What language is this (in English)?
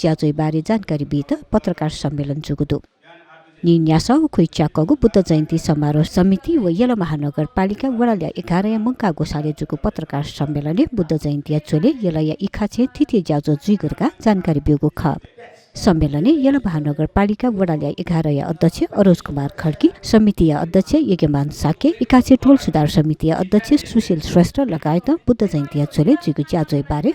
Newari